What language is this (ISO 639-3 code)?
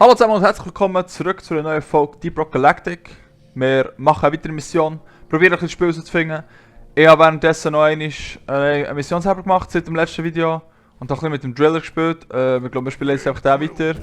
gsw